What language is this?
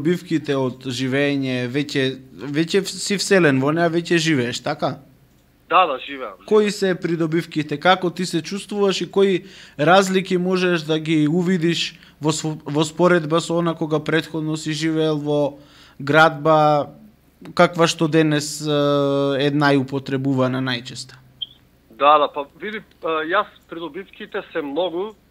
Macedonian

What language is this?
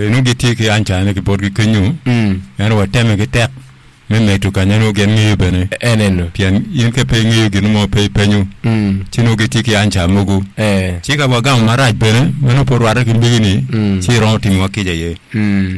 Acoli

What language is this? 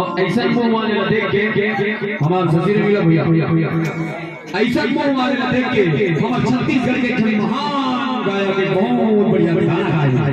Chhattisgarhi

